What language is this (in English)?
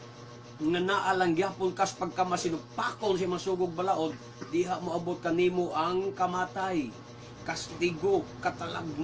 Cebuano